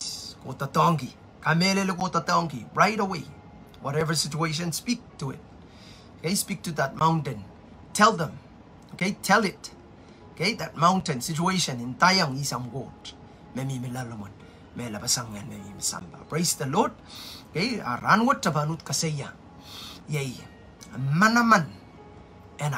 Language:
Pohnpeian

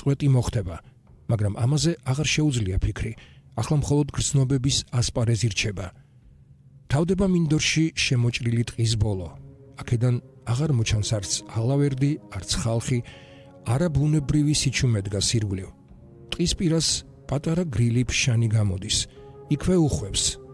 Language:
Georgian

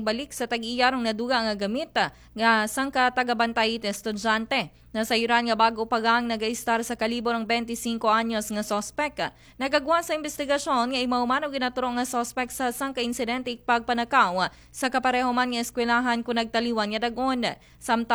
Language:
Aklanon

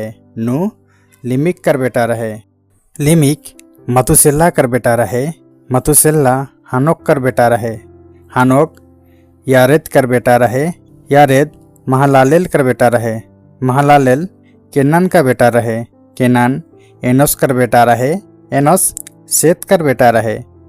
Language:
Sadri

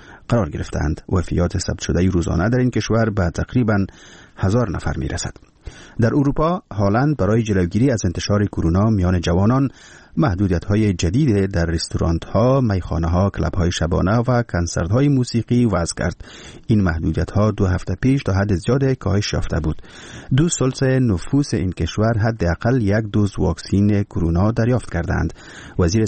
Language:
Persian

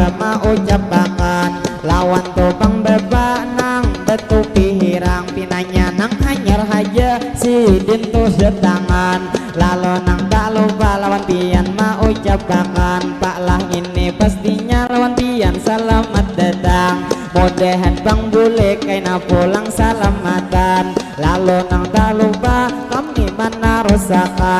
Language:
Banjar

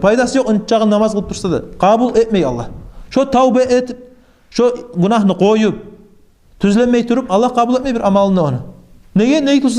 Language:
Kumyk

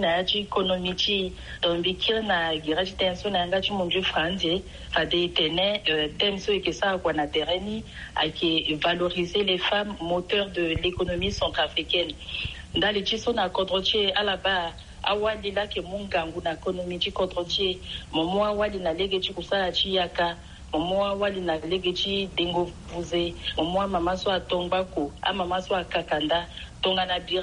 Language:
Sango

